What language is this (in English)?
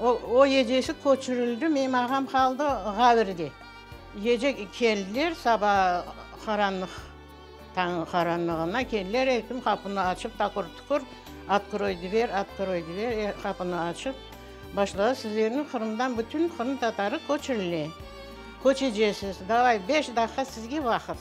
Crimean Tatar